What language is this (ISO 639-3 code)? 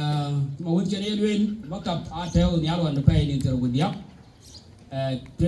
din